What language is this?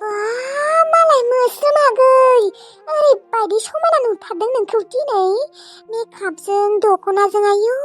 Bodo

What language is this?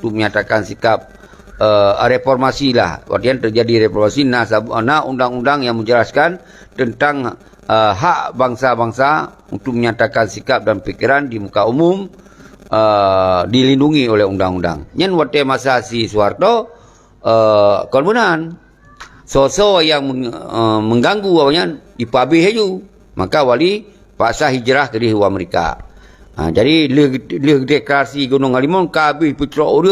Achinese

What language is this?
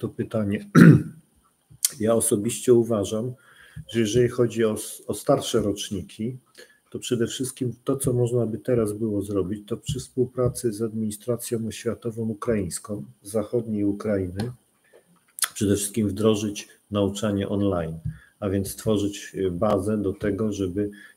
Polish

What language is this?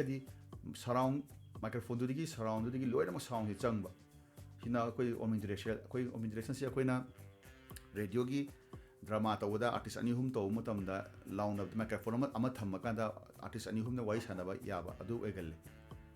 Manipuri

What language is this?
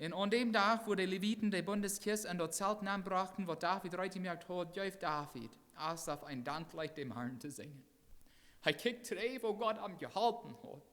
Plautdietsch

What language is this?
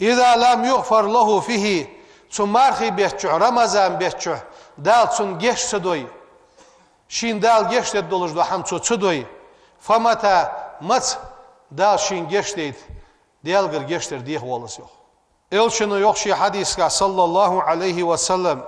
Ingush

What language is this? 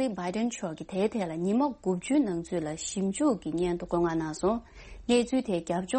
Tibetan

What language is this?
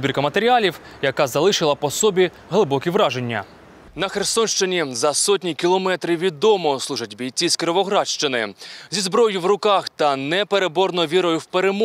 Ukrainian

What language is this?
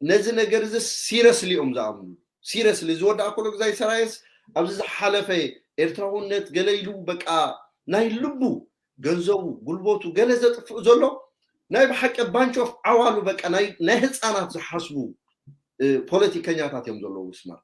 Tigrinya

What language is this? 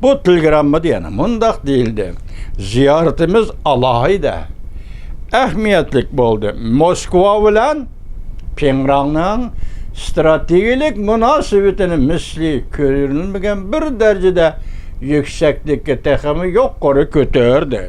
Uyghur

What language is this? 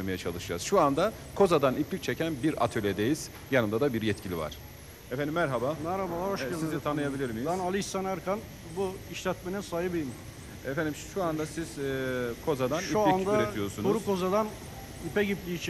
Turkish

